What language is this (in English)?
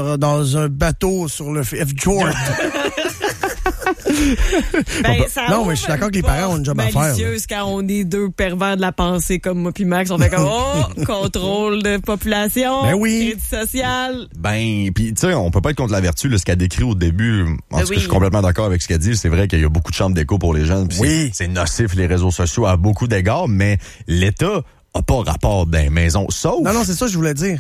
French